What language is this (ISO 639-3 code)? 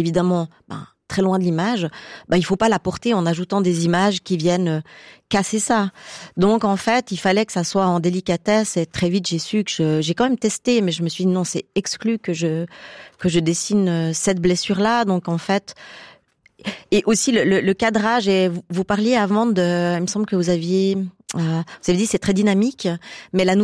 fra